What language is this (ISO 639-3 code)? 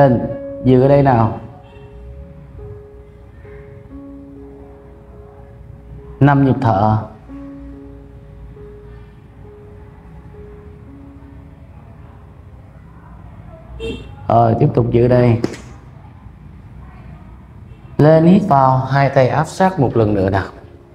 vie